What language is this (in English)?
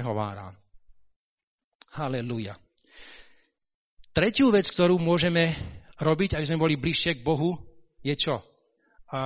Slovak